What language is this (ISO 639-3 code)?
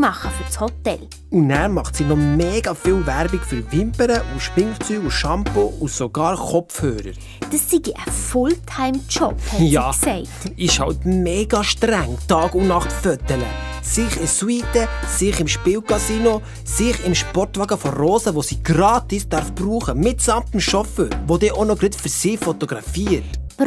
gsw